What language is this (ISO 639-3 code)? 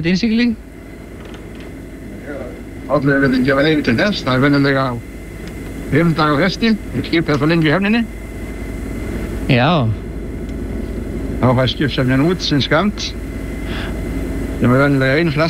isl